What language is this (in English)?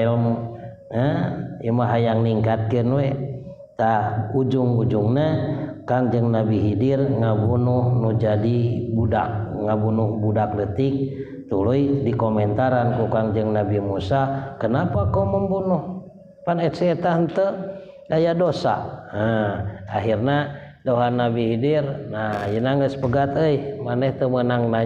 Sundanese